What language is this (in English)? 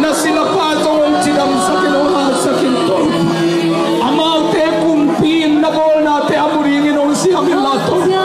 Tedim Chin